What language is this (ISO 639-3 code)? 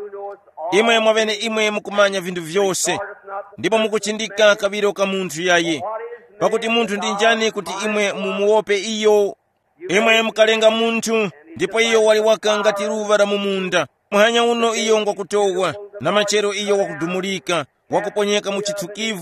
tum